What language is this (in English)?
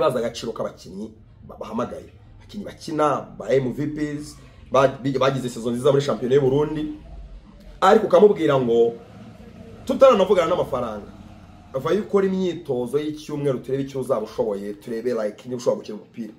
Kinyarwanda